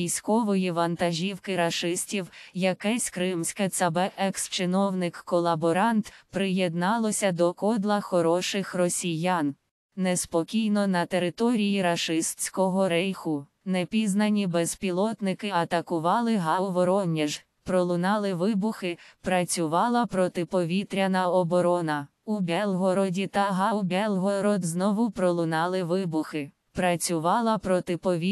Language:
Ukrainian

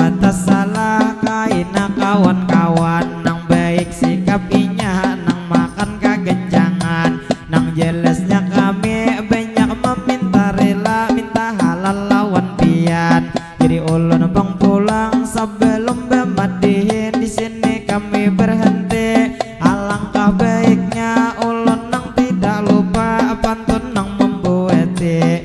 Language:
Banjar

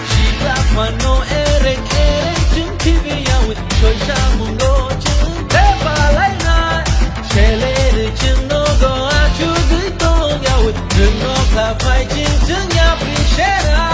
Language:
Kok Borok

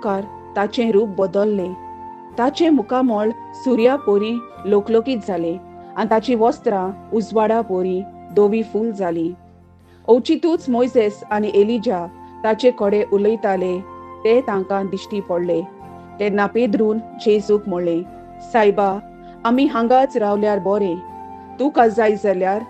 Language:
Konkani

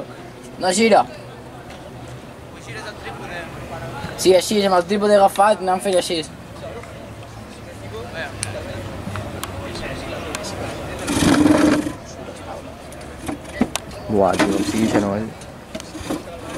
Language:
Catalan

